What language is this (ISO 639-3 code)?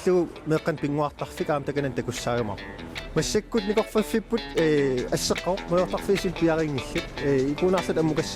kal